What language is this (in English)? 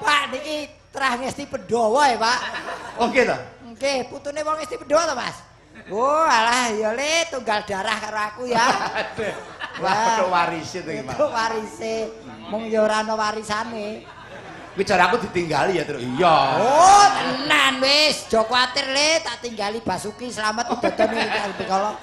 Javanese